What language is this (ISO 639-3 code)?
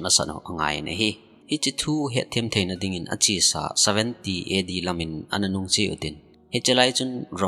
tcz